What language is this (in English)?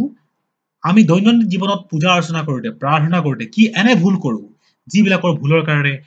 Assamese